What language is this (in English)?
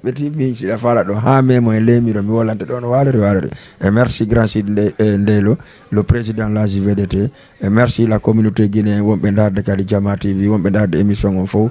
Fula